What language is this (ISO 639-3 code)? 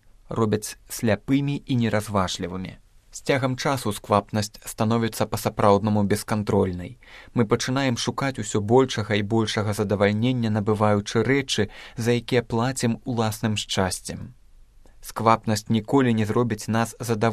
bel